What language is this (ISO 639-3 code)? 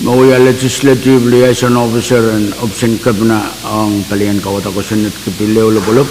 pon